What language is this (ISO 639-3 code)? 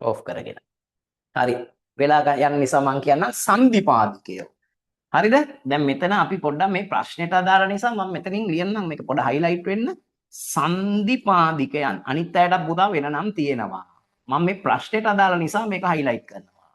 sin